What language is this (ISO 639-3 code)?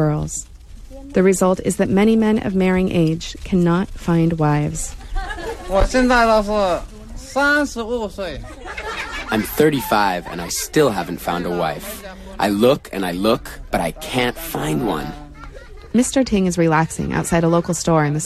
eng